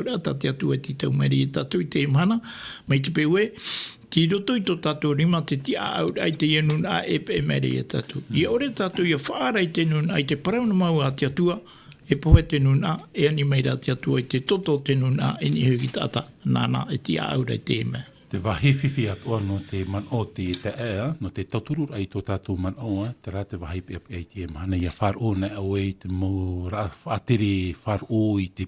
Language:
Tahitian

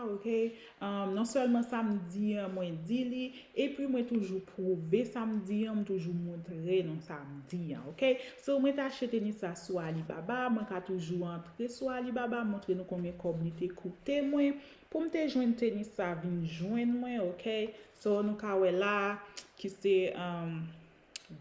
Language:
Haitian Creole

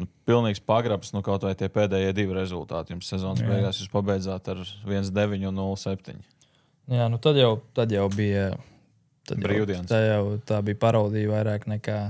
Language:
Latvian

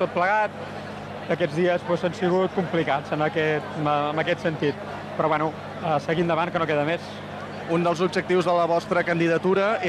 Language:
Catalan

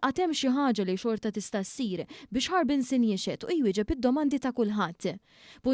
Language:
Maltese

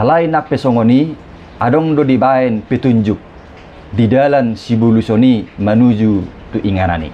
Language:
Batak Toba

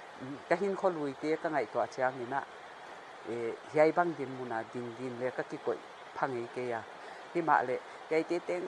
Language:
Paite Chin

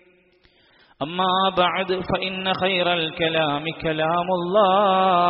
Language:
Malayalam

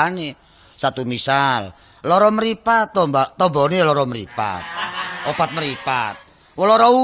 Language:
Javanese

